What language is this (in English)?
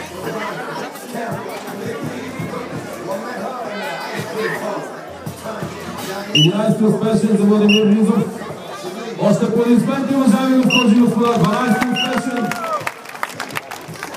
Bulgarian